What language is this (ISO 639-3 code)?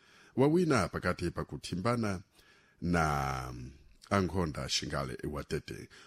seh